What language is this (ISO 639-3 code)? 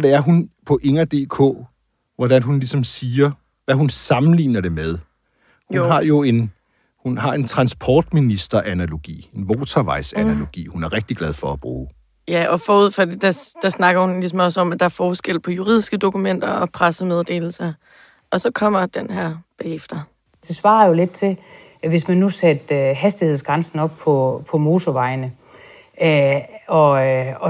dan